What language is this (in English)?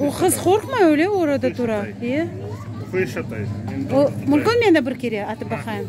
Crimean Tatar